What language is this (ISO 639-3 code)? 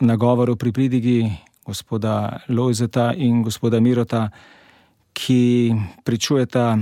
slv